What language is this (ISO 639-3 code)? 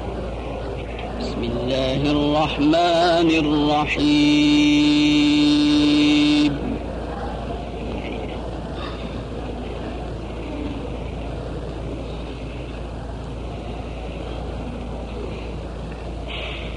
ara